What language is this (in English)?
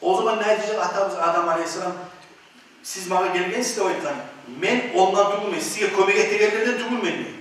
Kumyk